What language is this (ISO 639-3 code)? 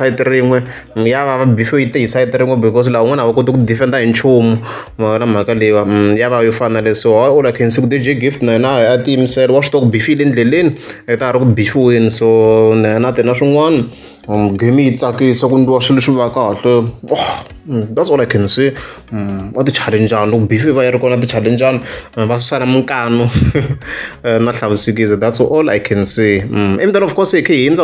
tso